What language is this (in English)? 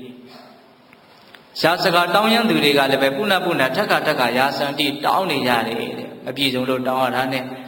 Burmese